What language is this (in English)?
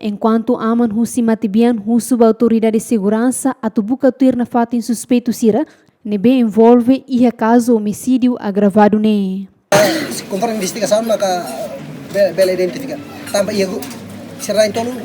Tetum